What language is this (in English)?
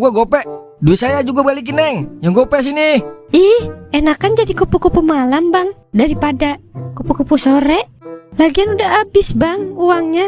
Betawi